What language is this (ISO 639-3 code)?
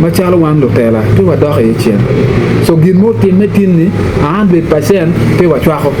ach